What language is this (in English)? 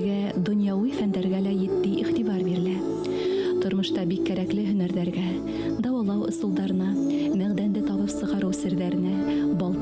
Bashkir